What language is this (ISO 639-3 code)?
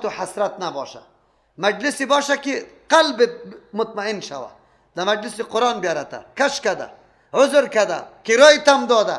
fas